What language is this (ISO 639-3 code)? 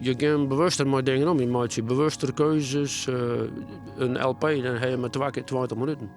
fry